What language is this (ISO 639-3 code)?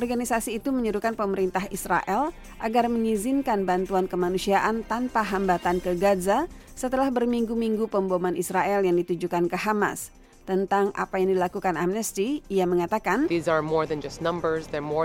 ind